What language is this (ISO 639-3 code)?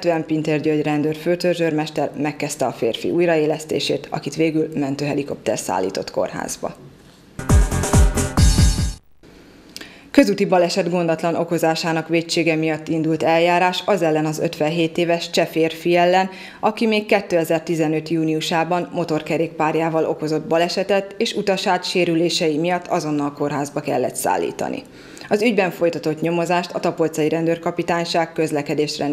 hun